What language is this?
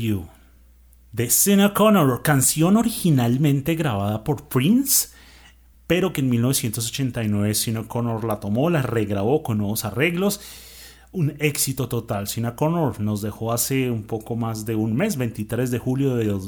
Spanish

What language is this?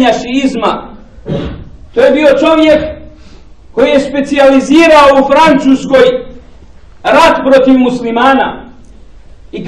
Bosnian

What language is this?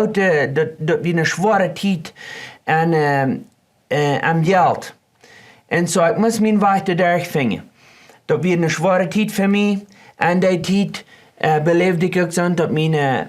Plautdietsch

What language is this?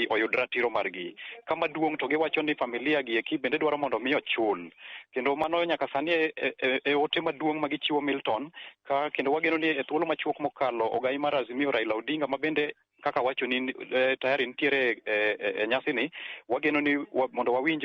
Luo (Kenya and Tanzania)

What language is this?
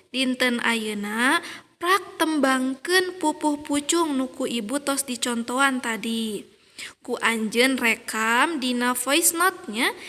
Sundanese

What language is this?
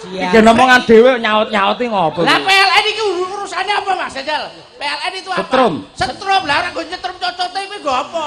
Javanese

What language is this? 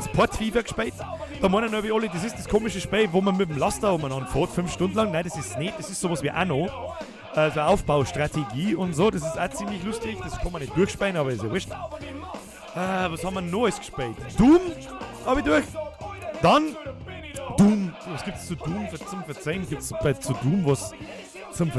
Bavarian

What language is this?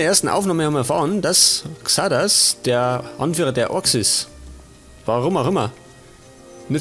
Bavarian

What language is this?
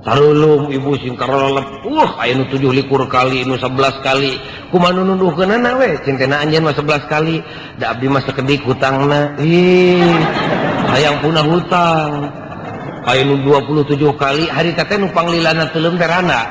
Sundanese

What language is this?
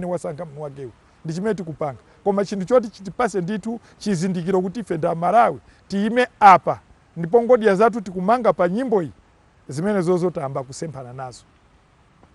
Nyanja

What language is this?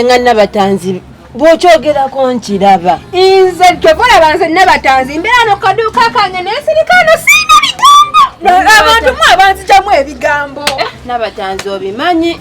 Ganda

